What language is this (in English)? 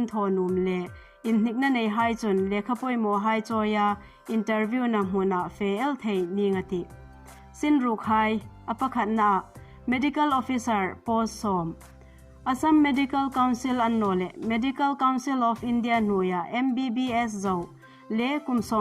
Hmar